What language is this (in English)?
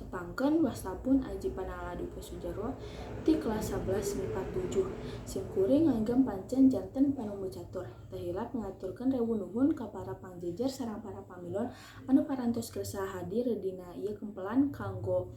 Sundanese